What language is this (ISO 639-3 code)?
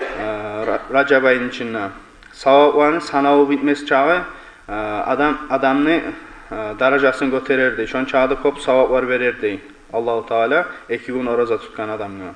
kum